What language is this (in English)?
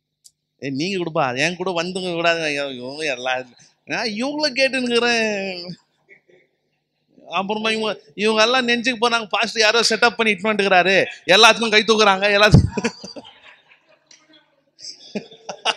Tamil